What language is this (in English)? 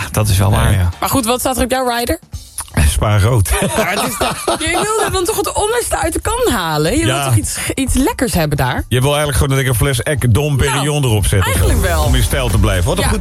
Dutch